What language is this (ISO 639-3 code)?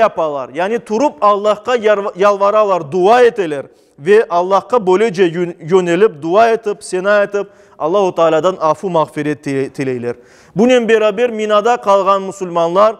crh